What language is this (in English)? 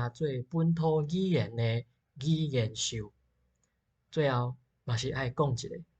Min Nan Chinese